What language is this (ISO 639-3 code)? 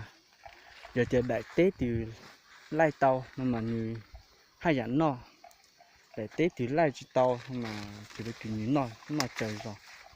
hmn